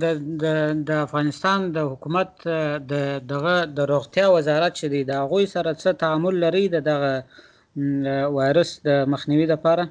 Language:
Pashto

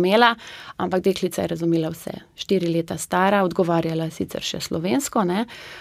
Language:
Slovenian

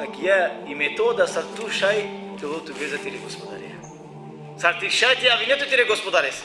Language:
Balkan Romani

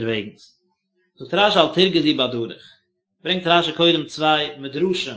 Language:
Yiddish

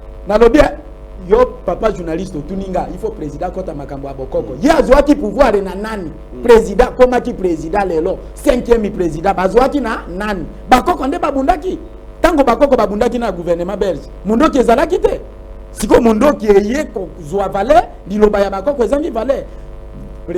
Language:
Lingala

